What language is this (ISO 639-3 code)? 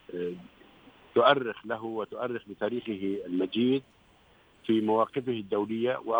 ara